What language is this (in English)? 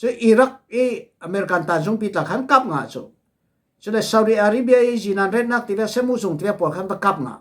Falam Chin